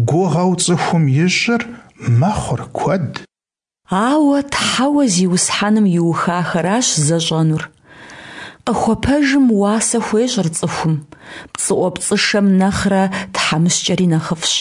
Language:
Kabardian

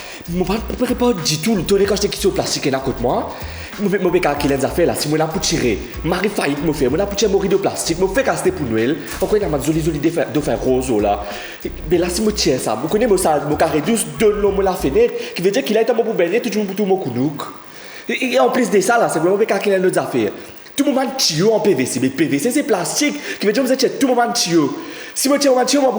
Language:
Morisyen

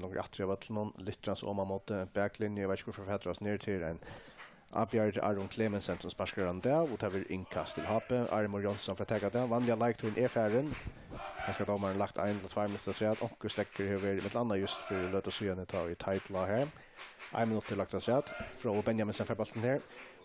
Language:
Faroese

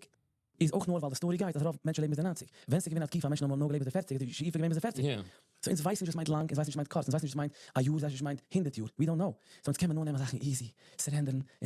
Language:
Yiddish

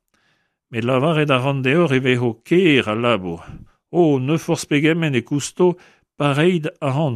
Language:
Breton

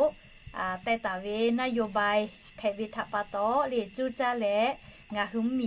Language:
Lahu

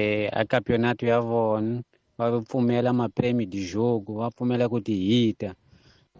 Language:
Tsonga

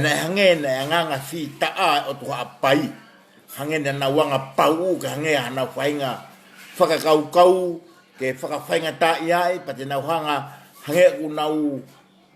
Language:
Tongan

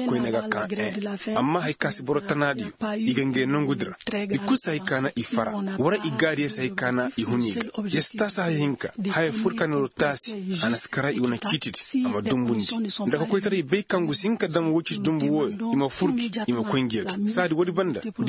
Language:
Koyraboro Senni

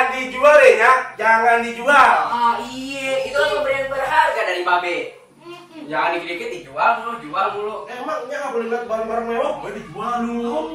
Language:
Betawi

